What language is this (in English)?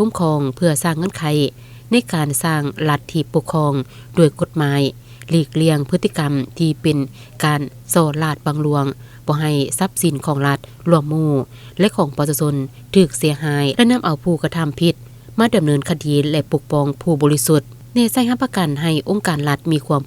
Lao